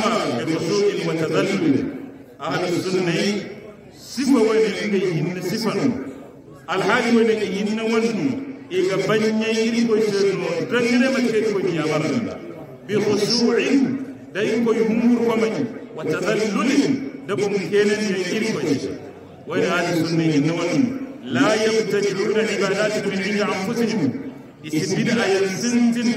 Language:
Hausa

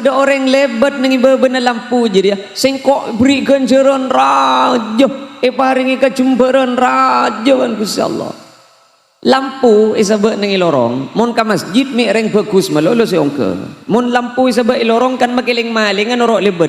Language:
Madurese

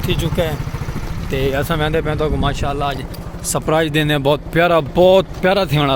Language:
Saraiki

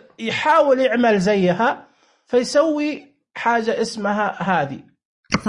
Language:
Najdi Arabic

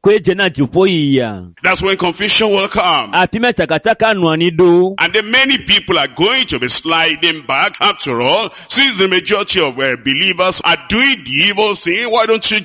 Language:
Ewe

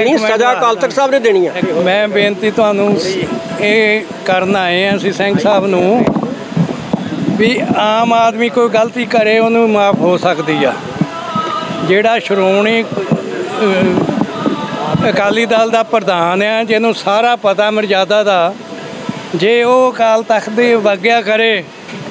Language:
Punjabi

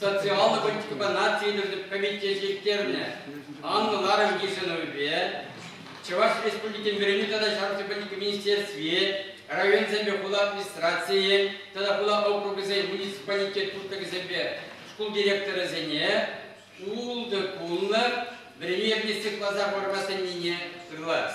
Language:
Chuvash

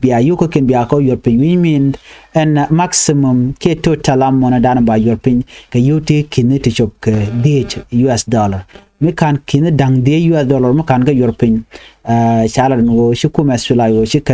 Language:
Nuer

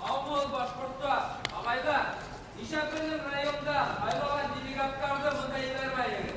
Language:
Bashkir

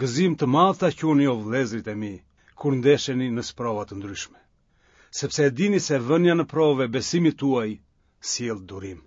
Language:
Albanian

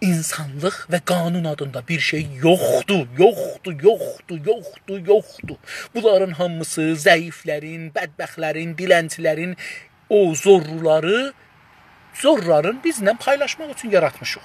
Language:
South Azerbaijani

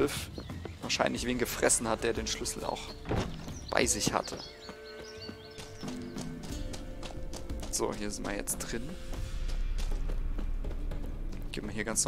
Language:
German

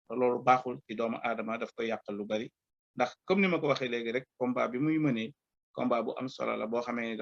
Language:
Wolof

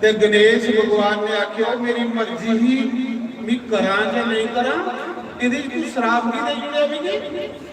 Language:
Dogri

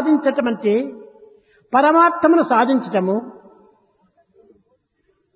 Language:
Telugu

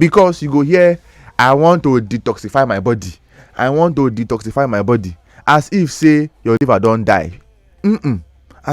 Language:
Nigerian Pidgin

